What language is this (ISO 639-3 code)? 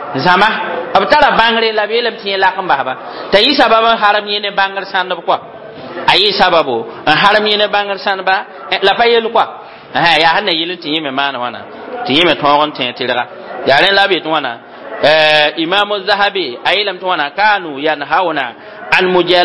mos